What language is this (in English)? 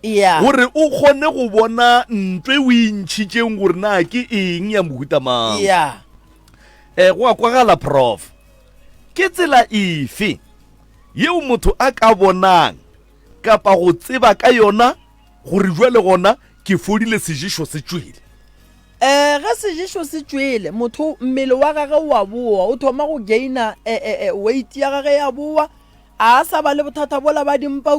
Northern Sotho